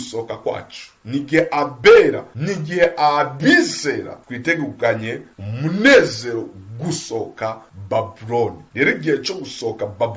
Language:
Rundi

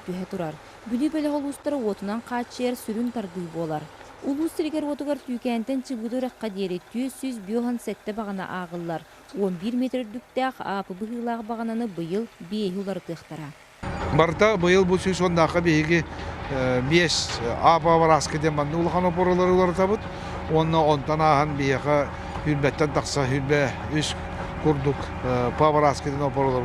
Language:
Yakut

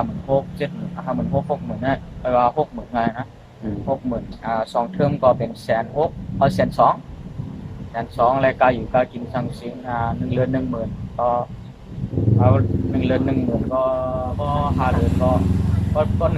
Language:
Shan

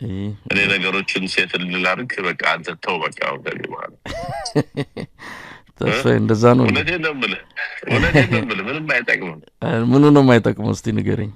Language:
Amharic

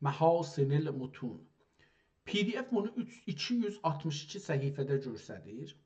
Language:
South Azerbaijani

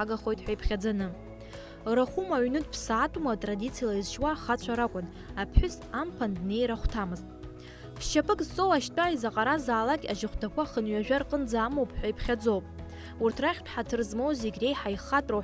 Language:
Abkhazian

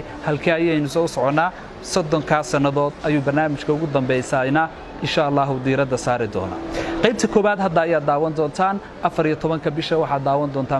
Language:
Somali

